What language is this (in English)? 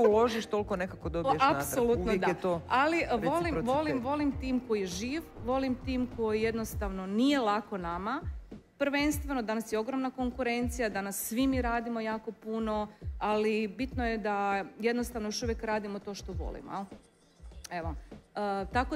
Croatian